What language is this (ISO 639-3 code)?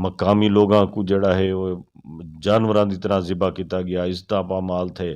skr